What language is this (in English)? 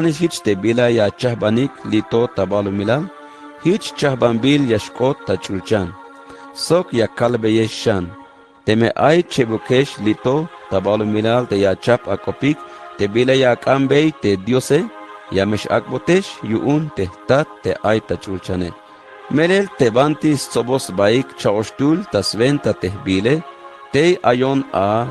Tzeltal